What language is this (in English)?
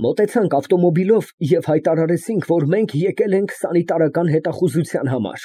Armenian